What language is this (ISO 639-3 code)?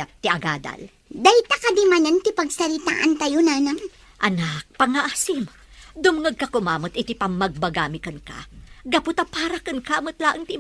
ilo